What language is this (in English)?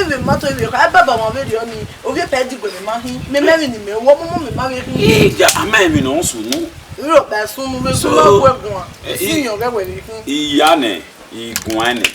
Bini